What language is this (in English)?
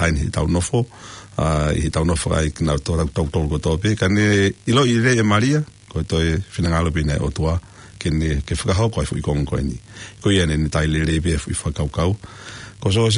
Tongan